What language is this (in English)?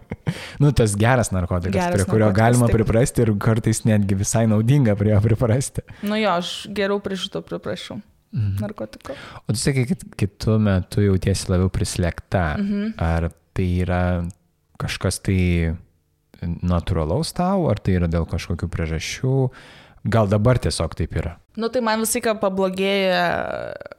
Lithuanian